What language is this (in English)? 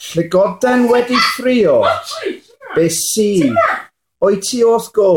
Welsh